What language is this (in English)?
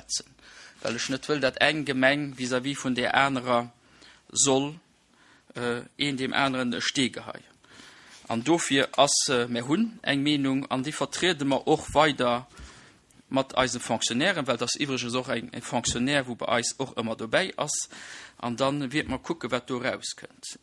Luxembourgish